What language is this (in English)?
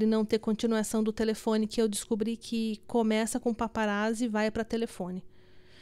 Portuguese